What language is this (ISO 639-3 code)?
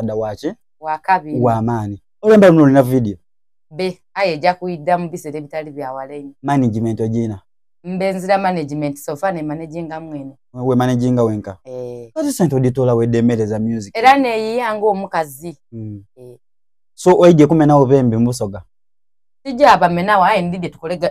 xog